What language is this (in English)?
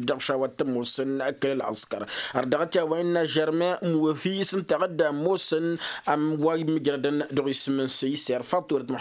Tamasheq